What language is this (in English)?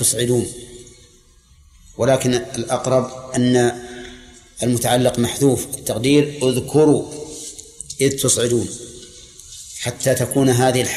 Arabic